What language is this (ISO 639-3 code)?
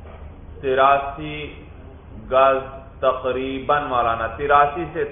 urd